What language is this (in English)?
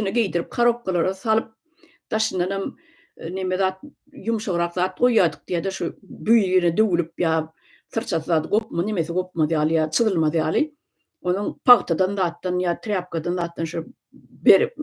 Turkmen